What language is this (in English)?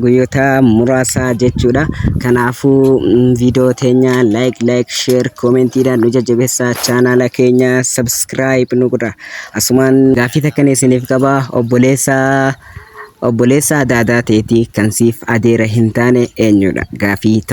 Oromo